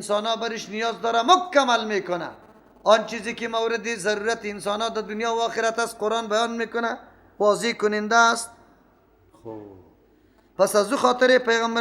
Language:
Persian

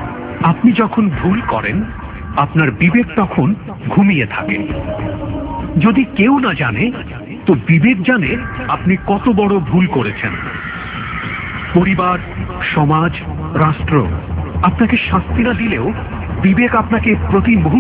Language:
Bangla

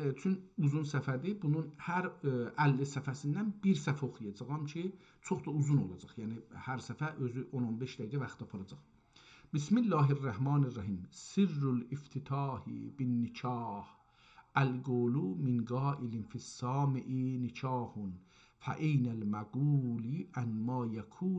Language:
South Azerbaijani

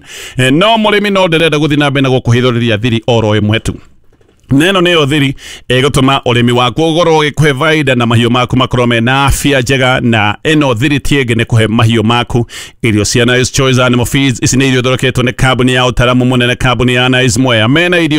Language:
Kikuyu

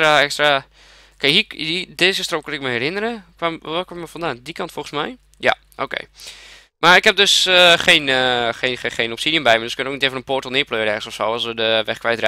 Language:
Dutch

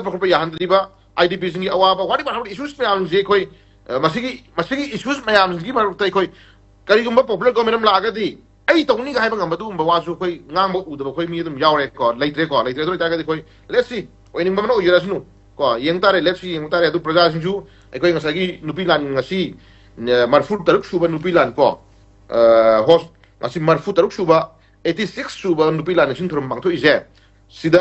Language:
Manipuri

